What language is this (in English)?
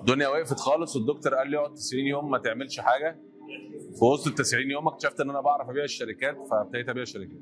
Egyptian Arabic